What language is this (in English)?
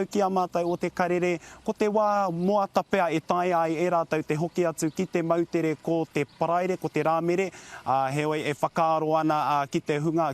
Māori